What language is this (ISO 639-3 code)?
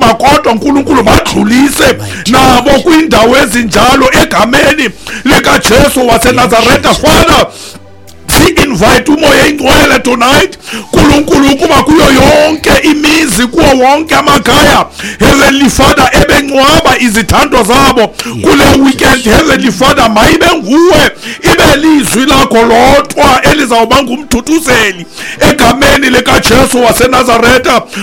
xho